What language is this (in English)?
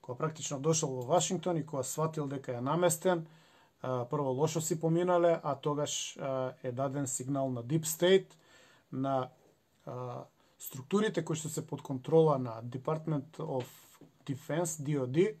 Macedonian